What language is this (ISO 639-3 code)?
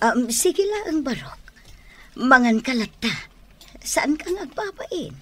ilo